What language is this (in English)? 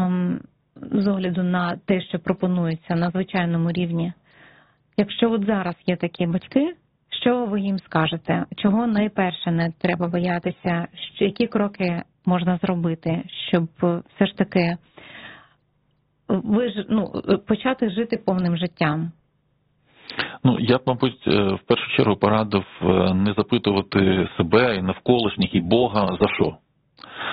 Ukrainian